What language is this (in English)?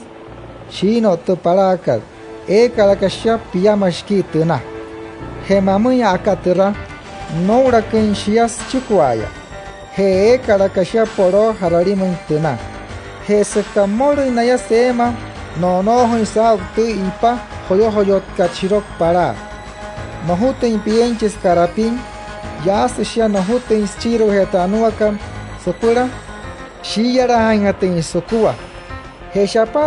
Wayuu